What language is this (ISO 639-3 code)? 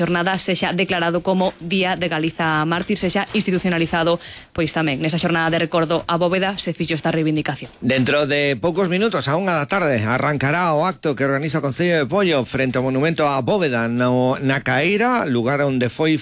glg